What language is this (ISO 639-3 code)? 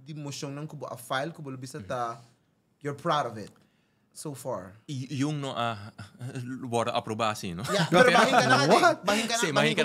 pap